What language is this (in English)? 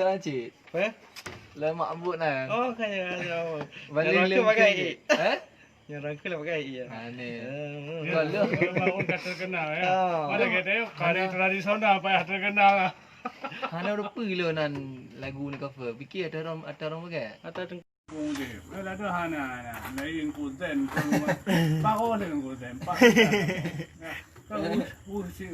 Achinese